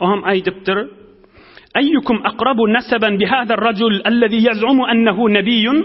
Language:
Turkmen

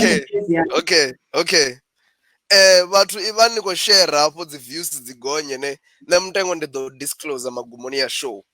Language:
Venda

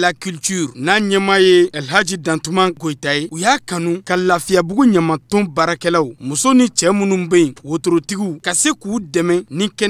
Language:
Bambara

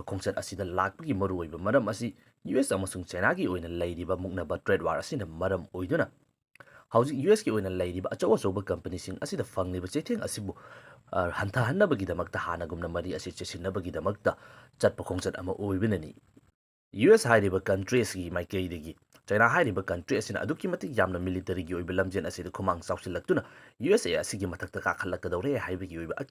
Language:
Manipuri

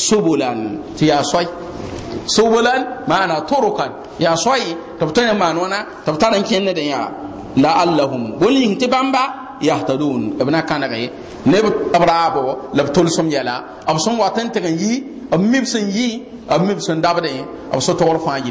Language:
Mossi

